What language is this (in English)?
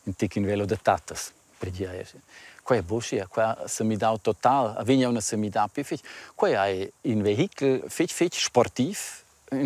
Romansh